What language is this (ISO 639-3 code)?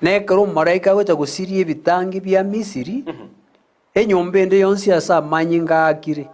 guz